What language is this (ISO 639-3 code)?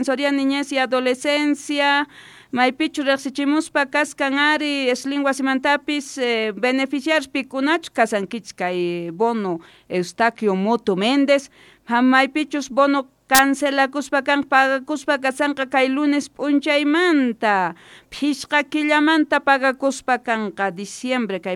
que